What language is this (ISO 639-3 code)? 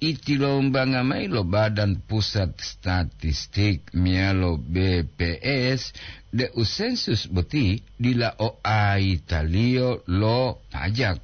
gor